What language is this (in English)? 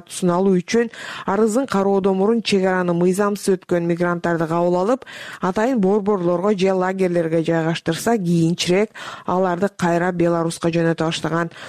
Kyrgyz